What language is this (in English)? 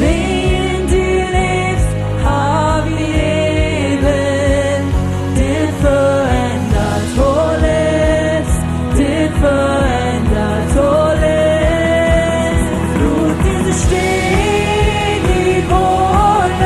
Plautdietsch